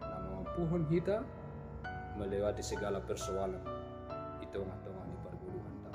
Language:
Batak Simalungun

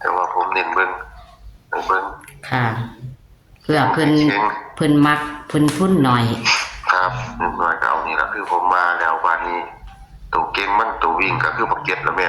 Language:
Northeastern Thai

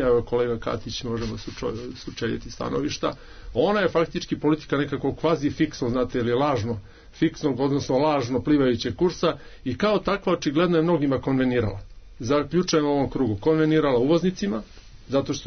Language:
Serbian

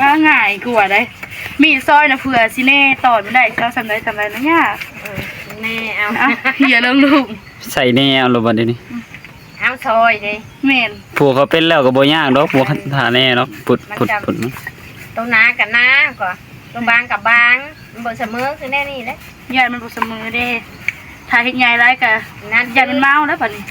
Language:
Northeastern Thai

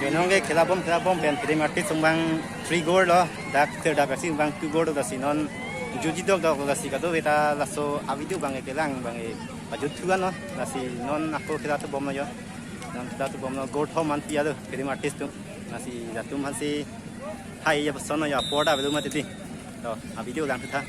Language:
Karbi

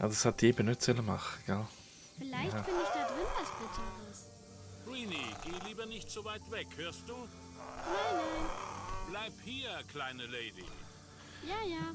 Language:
Swiss German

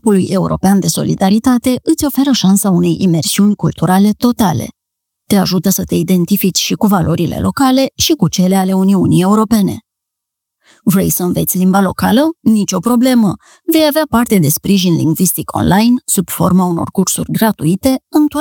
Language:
Romanian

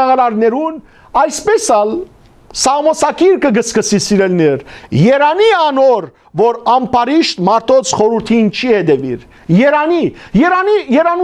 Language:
Western Armenian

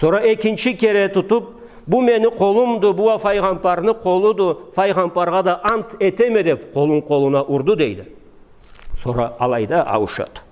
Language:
Karachay-Balkar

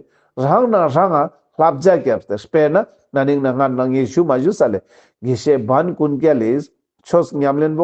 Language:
Ladakhi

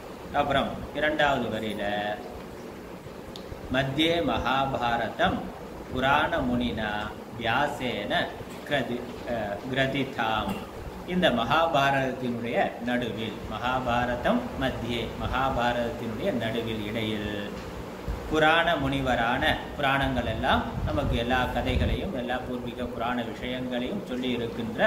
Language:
Tamil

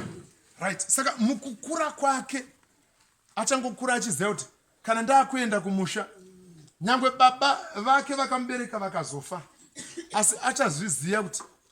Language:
Shona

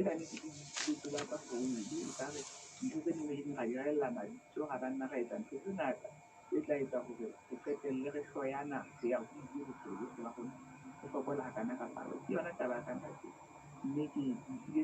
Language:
Southern Sotho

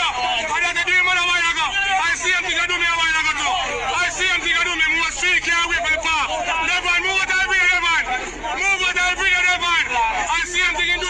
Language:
Jamaican Creole English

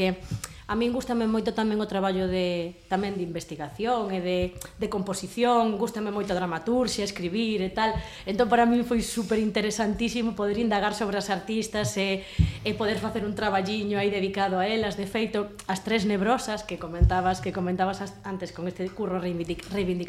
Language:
Galician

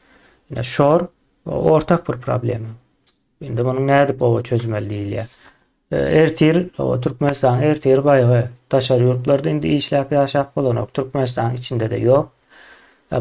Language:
Turkmen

